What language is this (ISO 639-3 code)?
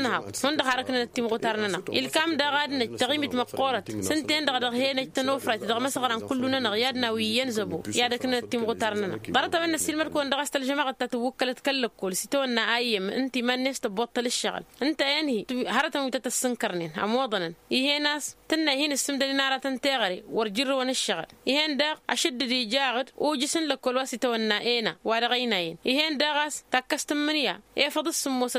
taq